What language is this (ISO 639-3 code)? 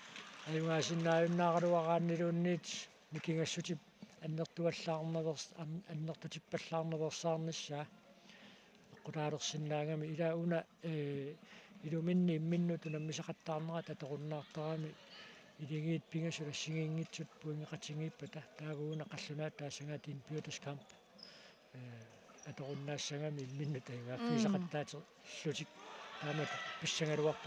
kal